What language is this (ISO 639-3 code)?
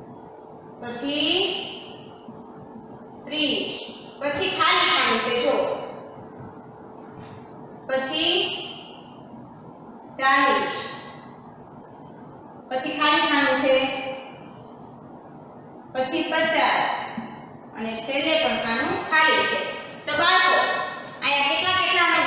guj